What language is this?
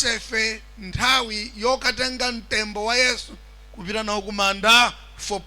Nyanja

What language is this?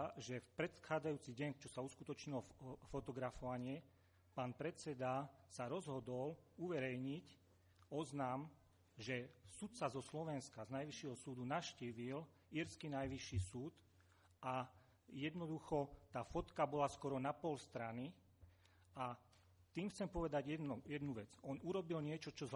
Slovak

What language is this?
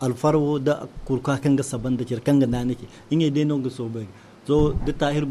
Zarma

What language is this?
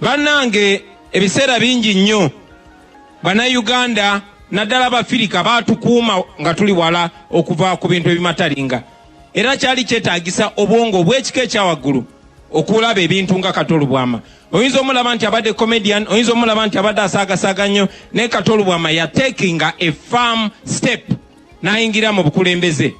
Ganda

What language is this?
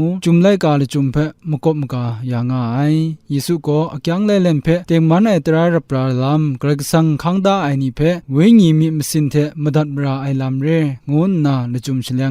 Kachin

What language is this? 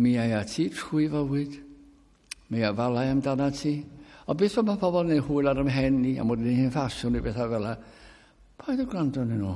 Welsh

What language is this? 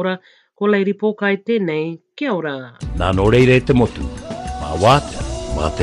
Māori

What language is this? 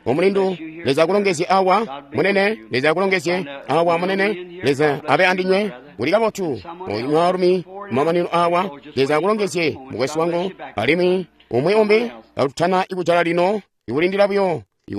Tonga (Zambia)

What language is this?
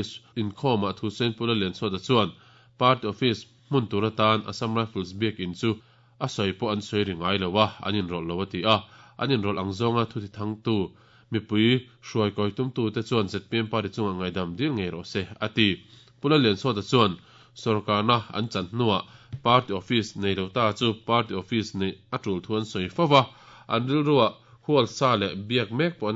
Mizo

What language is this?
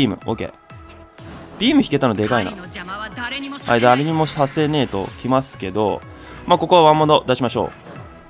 Japanese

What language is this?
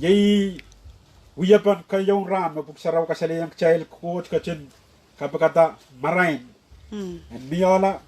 Pohnpeian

